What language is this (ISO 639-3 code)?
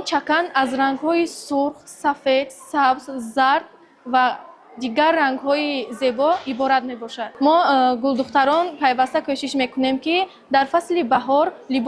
tgk